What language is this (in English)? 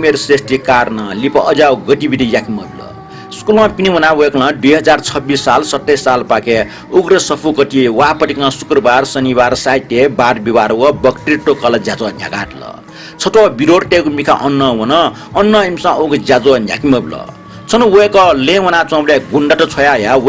Newari